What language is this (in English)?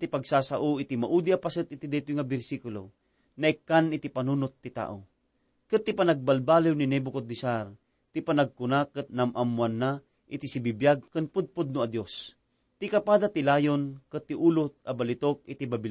Iloko